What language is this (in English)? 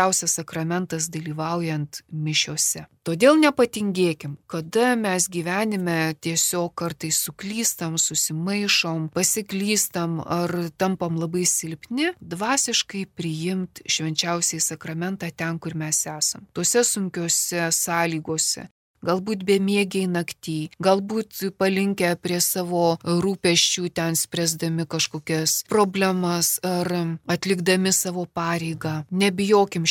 Lithuanian